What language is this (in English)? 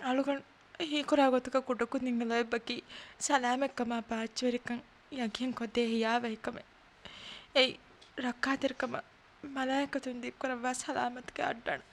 Divehi